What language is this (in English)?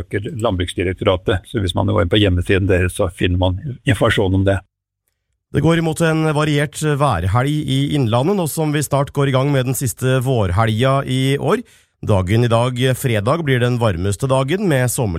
Norwegian